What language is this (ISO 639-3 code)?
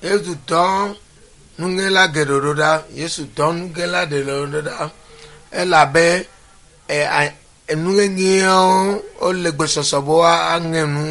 ewe